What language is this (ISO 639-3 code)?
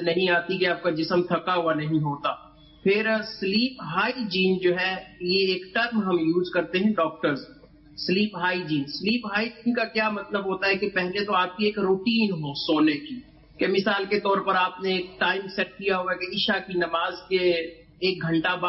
urd